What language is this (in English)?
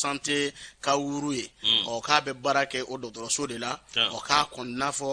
Bambara